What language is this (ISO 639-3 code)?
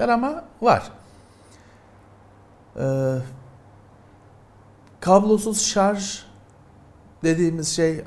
tur